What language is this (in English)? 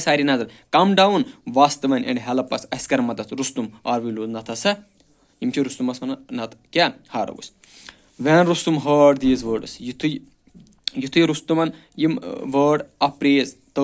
Kashmiri